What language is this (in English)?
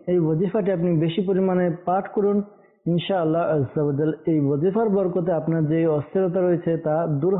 Bangla